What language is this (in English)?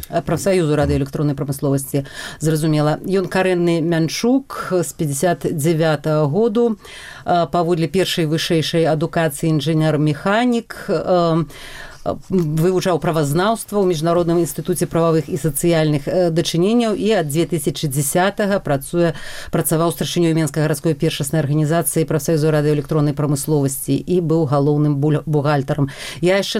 Belarusian